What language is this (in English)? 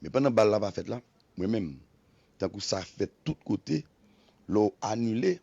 Haitian Creole